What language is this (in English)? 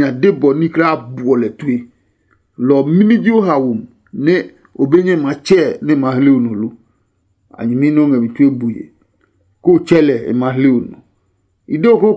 Adangme